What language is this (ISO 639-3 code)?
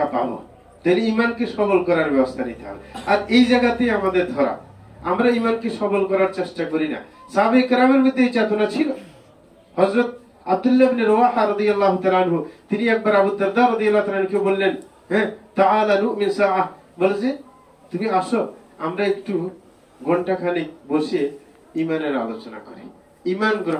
ben